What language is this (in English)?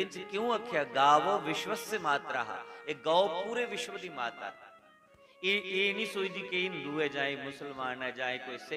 Dogri